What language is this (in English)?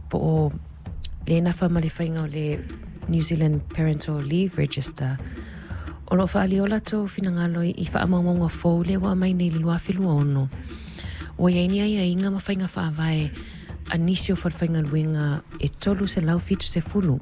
Samoan